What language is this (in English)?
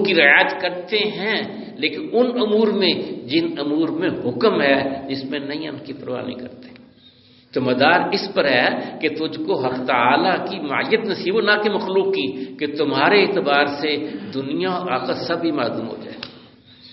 Urdu